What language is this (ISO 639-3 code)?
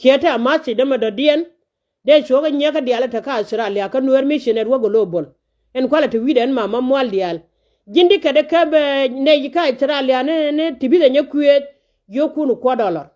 nus